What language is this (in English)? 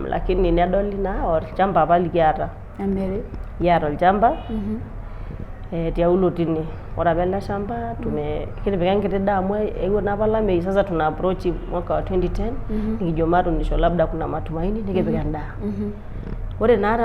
Masai